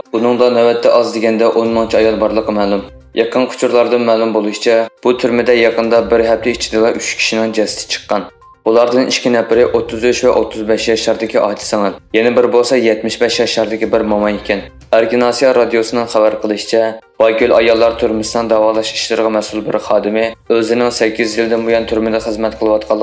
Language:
Uyghur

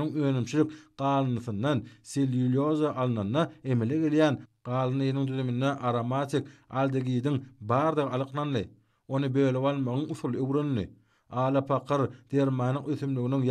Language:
Turkmen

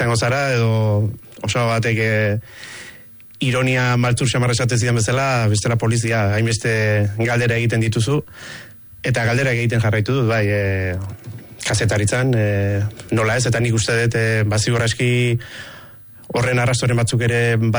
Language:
Basque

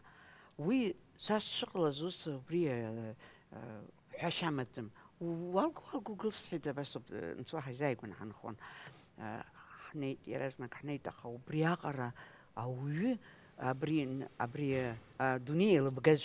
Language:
Abkhazian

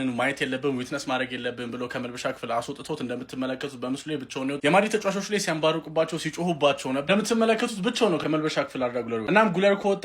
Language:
Amharic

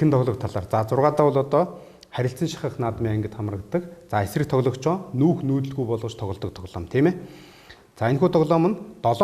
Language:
Mongolian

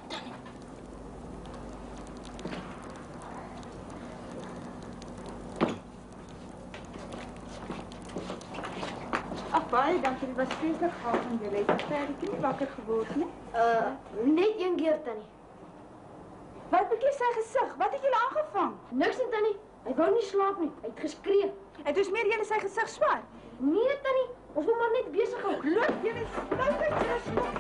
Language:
Afrikaans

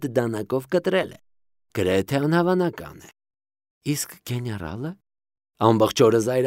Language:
Armenian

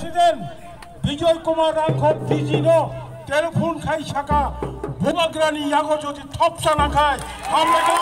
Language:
Kok Borok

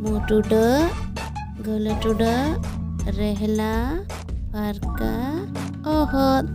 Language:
Santali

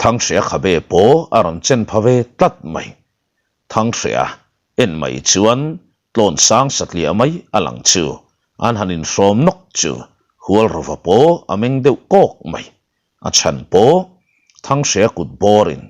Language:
Mizo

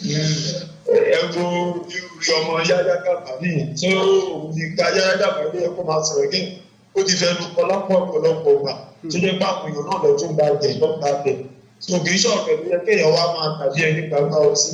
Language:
Yoruba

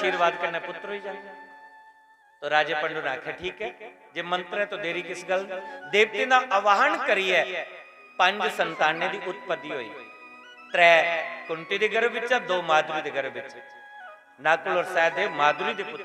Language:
Dogri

